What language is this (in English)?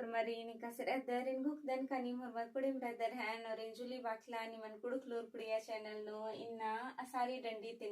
Kurukh